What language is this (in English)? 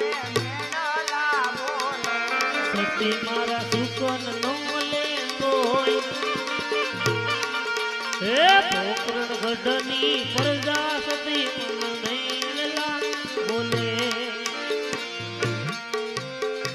Gujarati